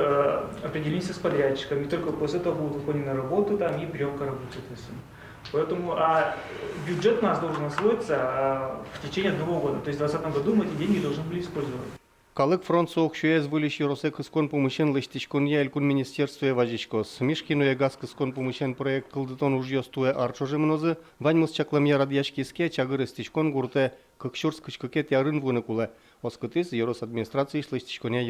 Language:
Udmurt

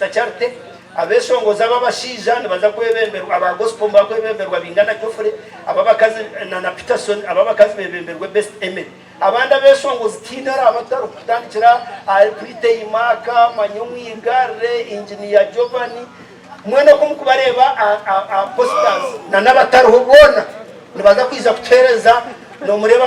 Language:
Nyankole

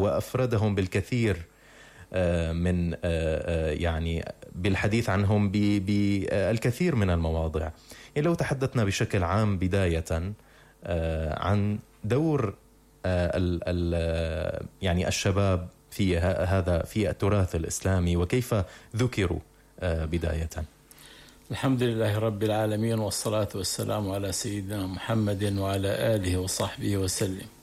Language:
Arabic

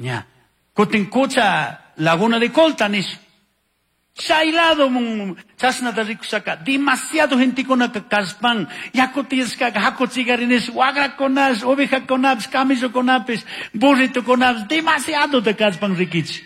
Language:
Chimborazo Highland Quichua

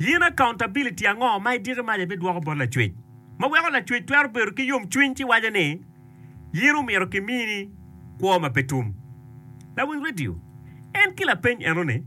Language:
Acoli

